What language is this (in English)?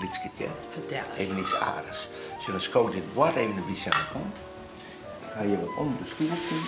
Western Frisian